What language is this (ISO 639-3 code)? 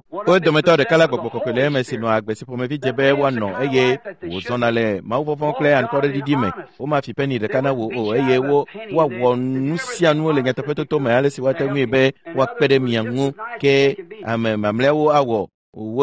ewe